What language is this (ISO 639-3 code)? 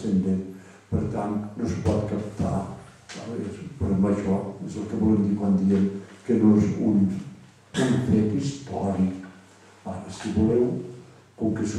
cat